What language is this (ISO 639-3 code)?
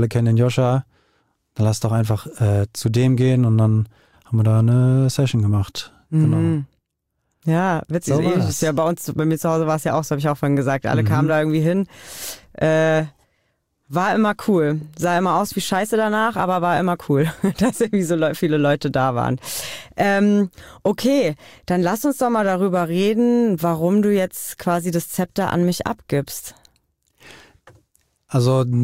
deu